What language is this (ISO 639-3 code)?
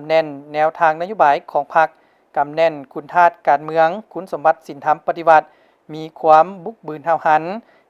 lao